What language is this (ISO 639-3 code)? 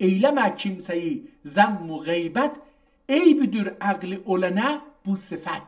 azb